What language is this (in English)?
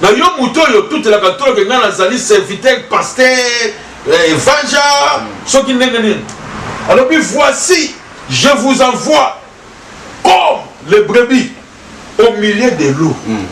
Lingala